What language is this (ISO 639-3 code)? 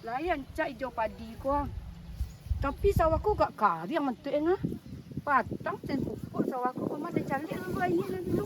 min